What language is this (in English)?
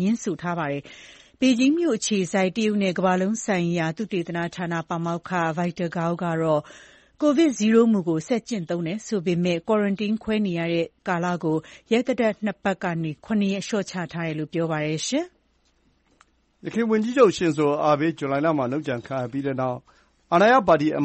Burmese